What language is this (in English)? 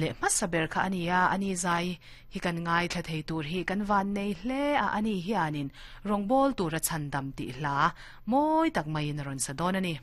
Mizo